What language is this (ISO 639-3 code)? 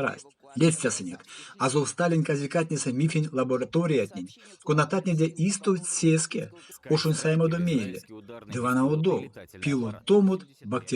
myv